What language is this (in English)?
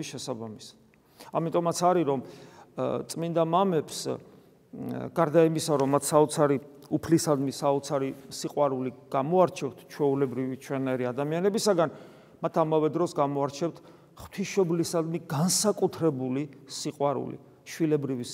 Georgian